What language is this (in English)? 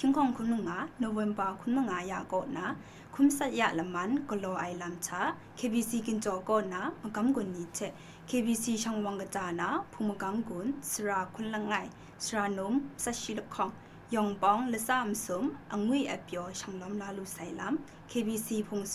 Kachin